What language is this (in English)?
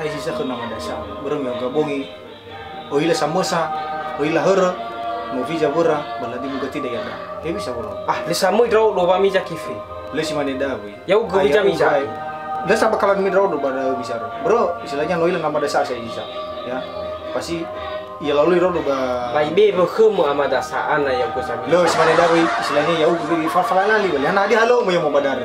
Nias